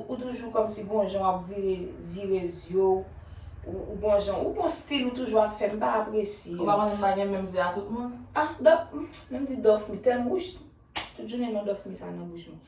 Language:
Haitian Creole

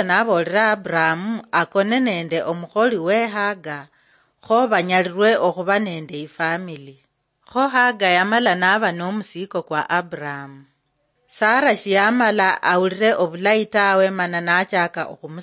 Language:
Luyia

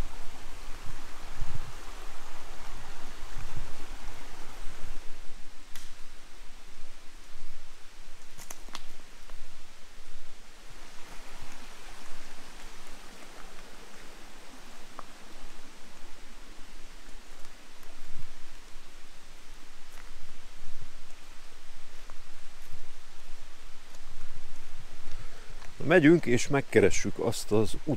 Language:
Hungarian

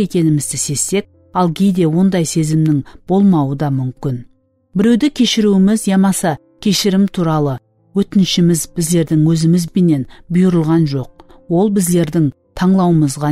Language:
Kara-Kalpak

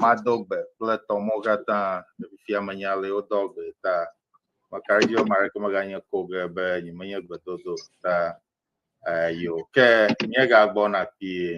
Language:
Ewe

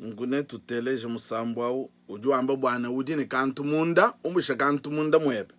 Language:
Luba-Lulua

